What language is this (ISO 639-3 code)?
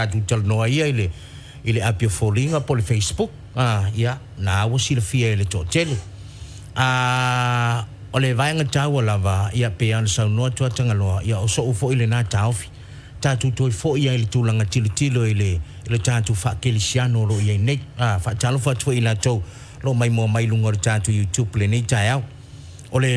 smo